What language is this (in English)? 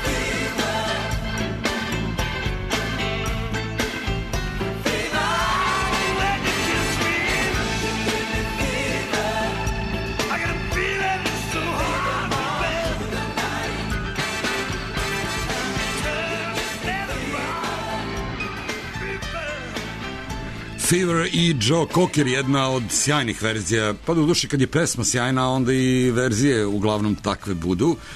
Serbian